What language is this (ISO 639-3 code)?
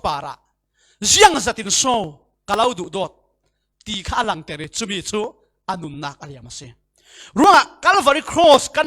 cfm